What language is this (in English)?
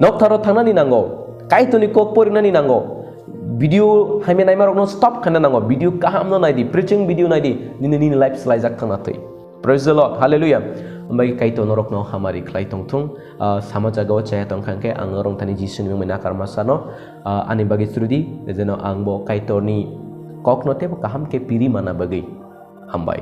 Kok Borok